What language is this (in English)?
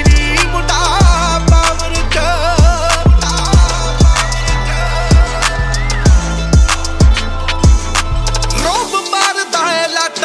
Punjabi